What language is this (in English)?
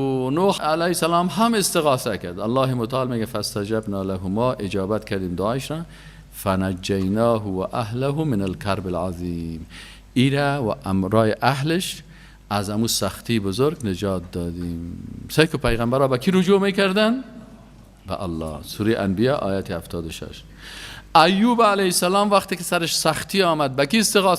Persian